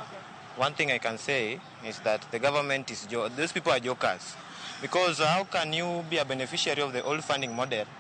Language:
Luo (Kenya and Tanzania)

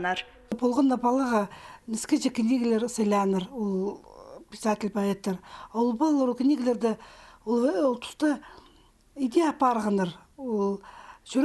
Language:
Khakas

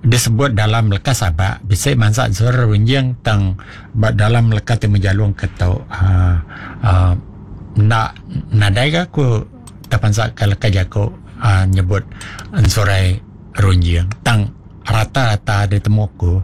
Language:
Iban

